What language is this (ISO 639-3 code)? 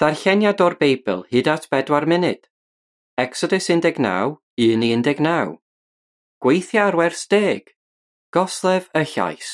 cym